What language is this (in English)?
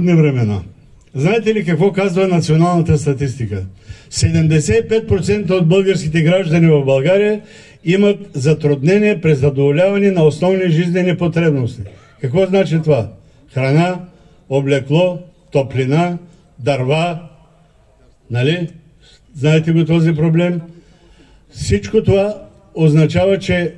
Bulgarian